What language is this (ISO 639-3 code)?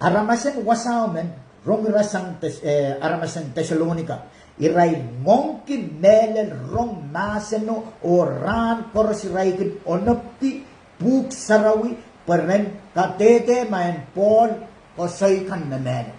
pon